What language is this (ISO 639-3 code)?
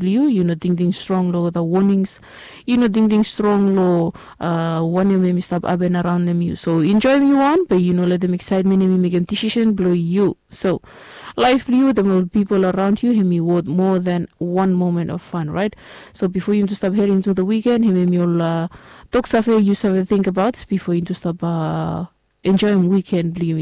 bis